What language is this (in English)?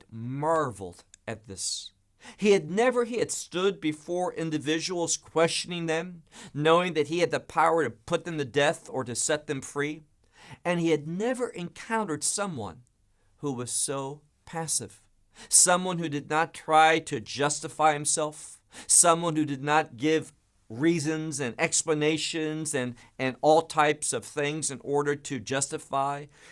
English